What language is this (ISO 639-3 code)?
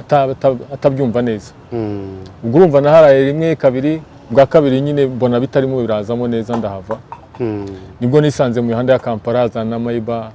kin